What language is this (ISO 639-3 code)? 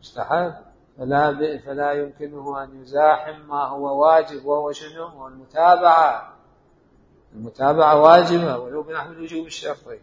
acm